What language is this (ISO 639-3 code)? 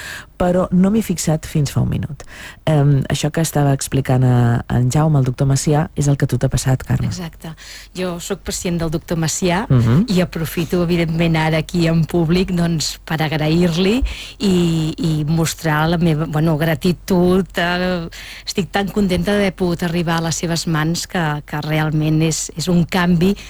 cat